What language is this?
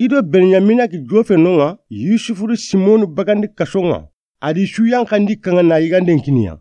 Soninke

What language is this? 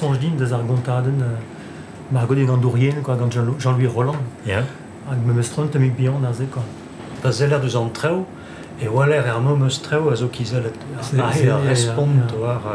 Breton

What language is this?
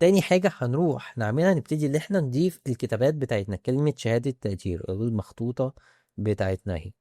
Egyptian Arabic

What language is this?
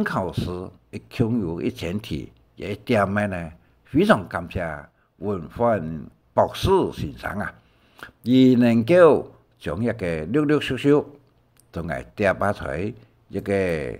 Hakka Chinese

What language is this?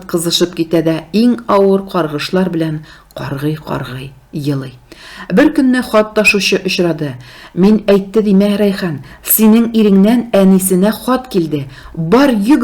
Tatar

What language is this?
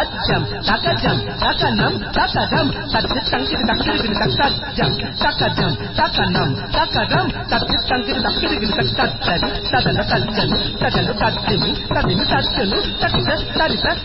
Telugu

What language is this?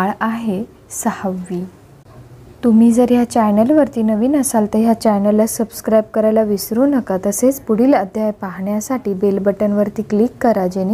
Marathi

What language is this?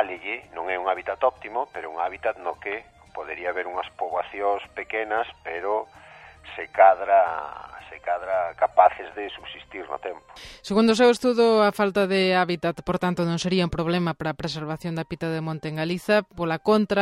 Galician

